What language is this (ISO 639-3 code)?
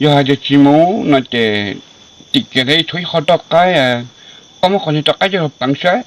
hmn